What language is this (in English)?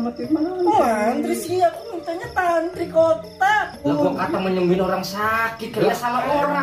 Betawi